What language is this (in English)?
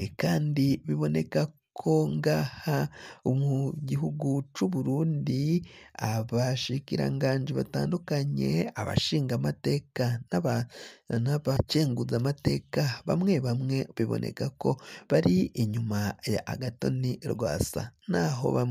Rundi